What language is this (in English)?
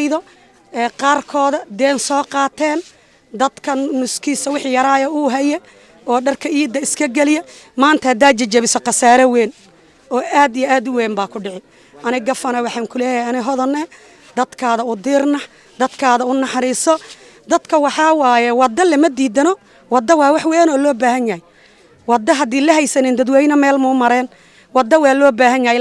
Somali